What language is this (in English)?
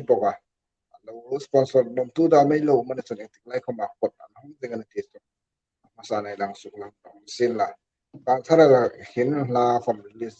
Hmar